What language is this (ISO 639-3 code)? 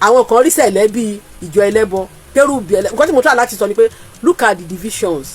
yor